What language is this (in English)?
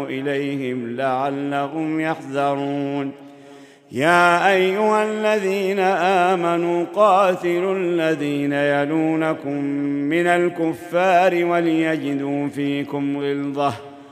Arabic